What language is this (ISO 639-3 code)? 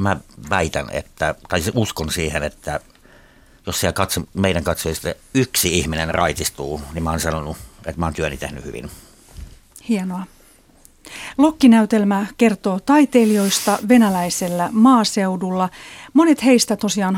fin